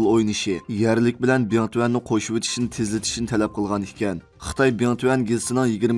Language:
Uyghur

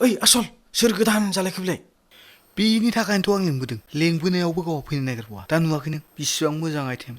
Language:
Bodo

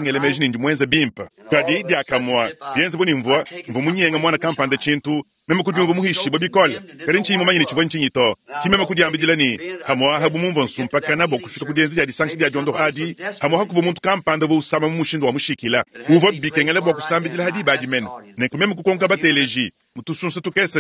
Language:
Luba-Lulua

